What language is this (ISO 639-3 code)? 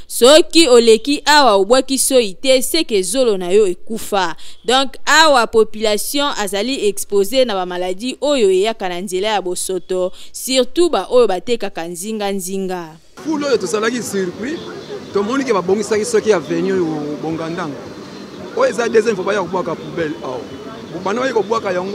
lin